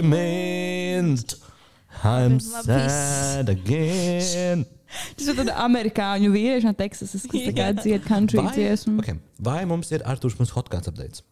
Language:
Latvian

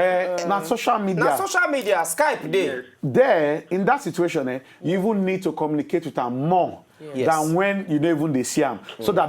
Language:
Nigerian Pidgin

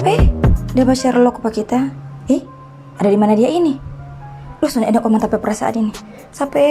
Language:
Manado Malay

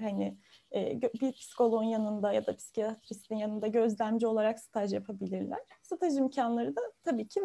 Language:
Turkish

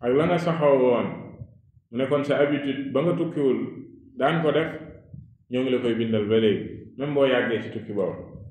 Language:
Wolof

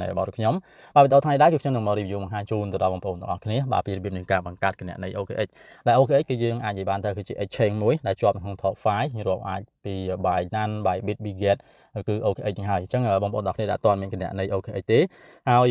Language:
Khmer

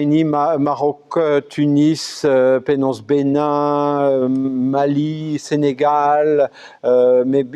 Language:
Breton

